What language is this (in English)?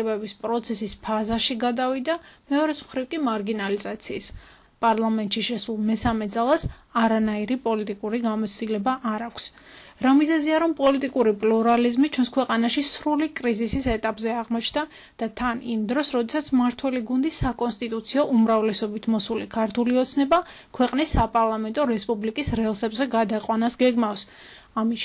Georgian